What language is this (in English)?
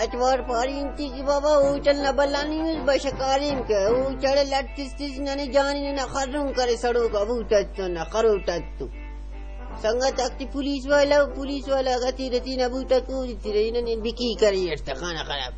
Brahui